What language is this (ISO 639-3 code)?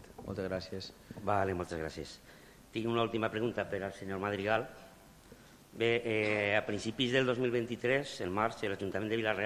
cat